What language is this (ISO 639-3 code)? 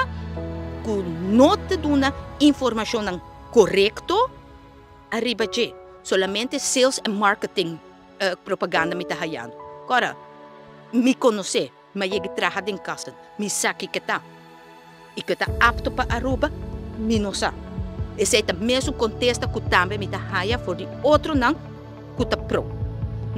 pap